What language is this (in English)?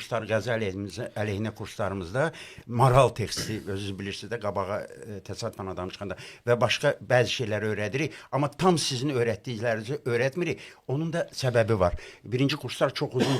Azerbaijani